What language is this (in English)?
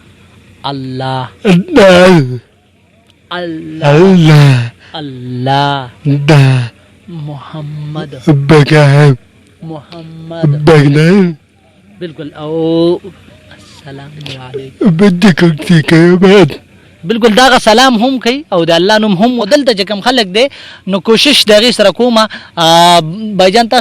Pashto